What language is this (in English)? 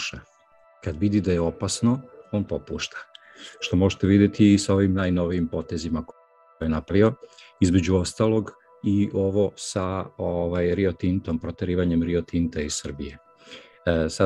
Serbian